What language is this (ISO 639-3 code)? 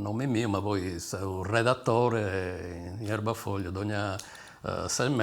srd